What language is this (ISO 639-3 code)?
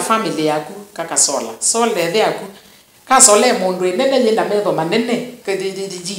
kam